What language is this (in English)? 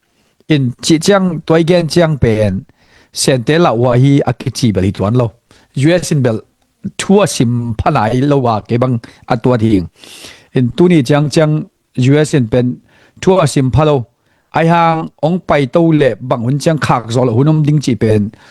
Tedim Chin